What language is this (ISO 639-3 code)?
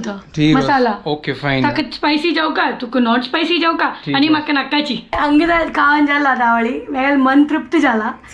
kok